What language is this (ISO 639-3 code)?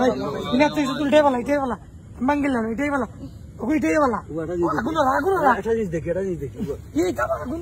syl